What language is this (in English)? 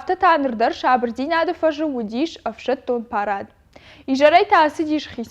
Ossetic